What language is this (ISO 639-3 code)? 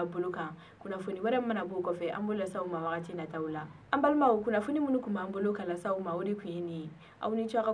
bam